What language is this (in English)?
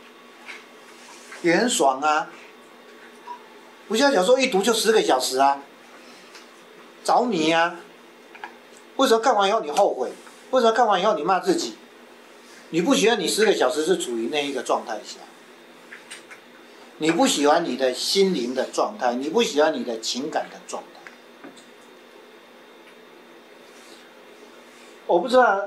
Chinese